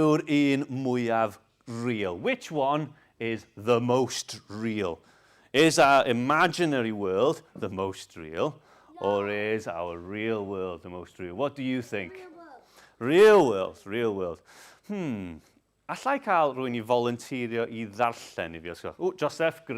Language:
Welsh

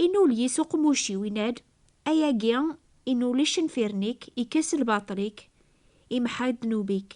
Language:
Kabyle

